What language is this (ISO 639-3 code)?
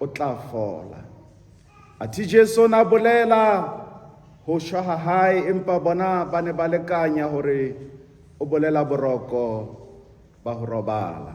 sot